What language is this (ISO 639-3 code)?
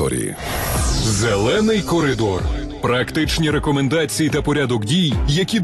ukr